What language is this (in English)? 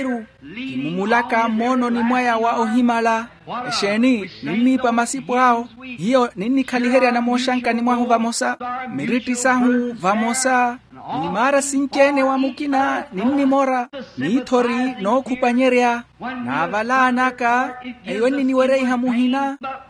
Makhuwa